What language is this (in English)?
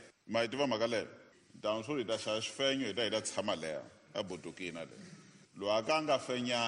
Tsonga